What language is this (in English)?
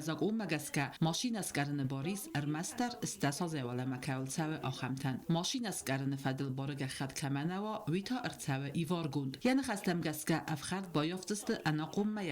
Ossetic